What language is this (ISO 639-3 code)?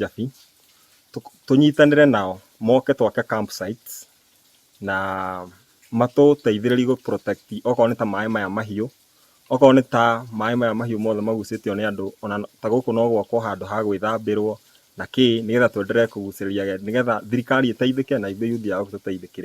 kik